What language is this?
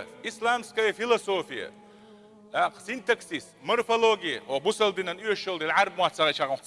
Chechen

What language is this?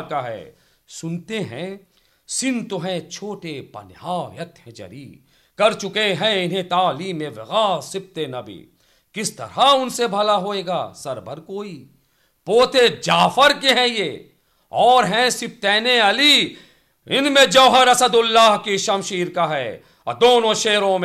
Urdu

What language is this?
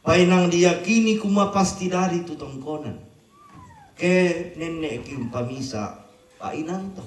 Toraja-Sa'dan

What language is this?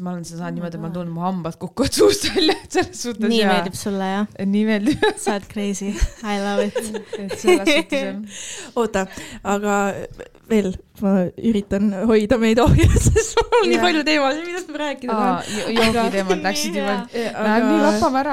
Estonian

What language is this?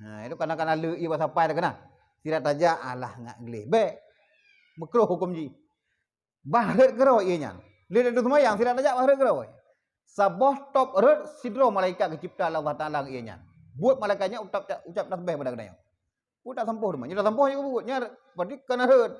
Achinese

